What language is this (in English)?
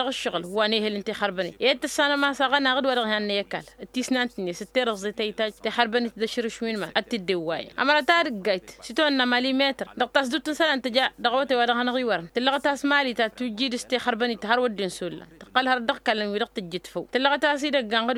Tamasheq